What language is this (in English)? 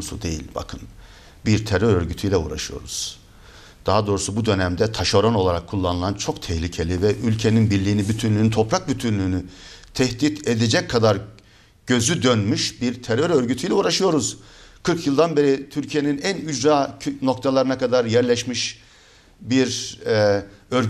Turkish